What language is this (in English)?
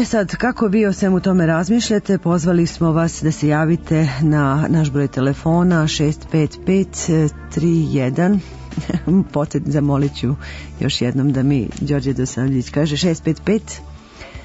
Serbian